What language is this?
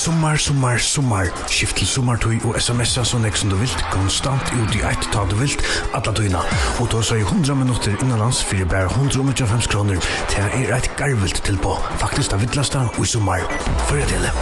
Faroese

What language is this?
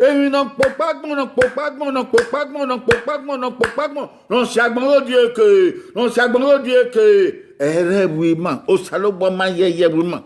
Bini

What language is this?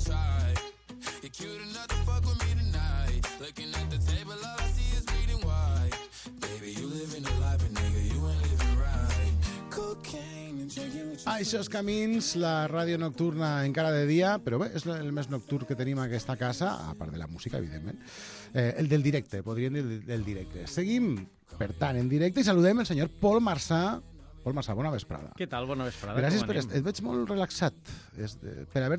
Catalan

